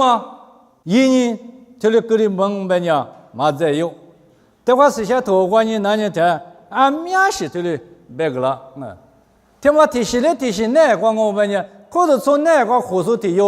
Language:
Lisu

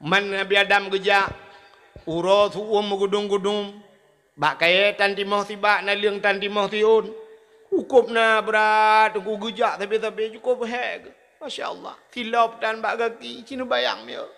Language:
Achinese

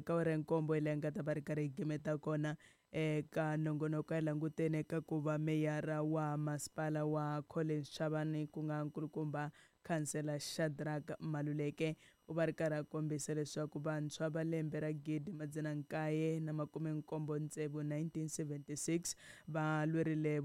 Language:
Tsonga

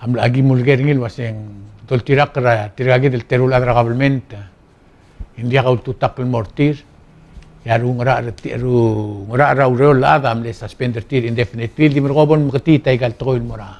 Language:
Palauan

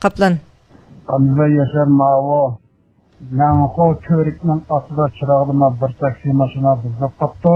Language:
Uyghur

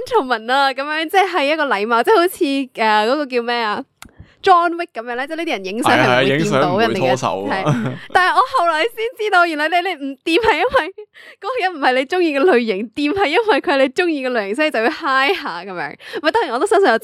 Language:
Cantonese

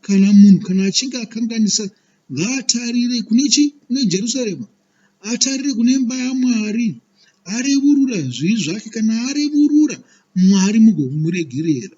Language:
Shona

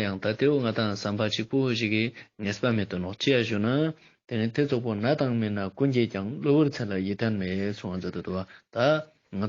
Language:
Ladakhi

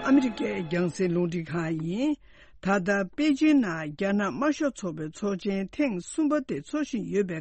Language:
Tibetan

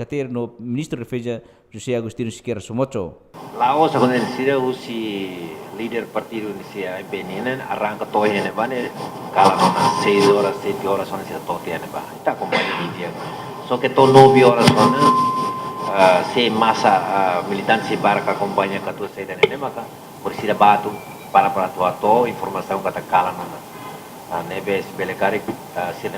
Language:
Tetum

